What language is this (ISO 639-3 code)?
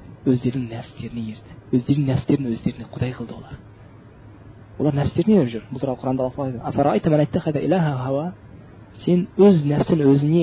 kaz